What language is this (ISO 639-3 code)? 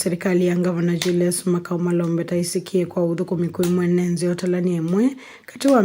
kam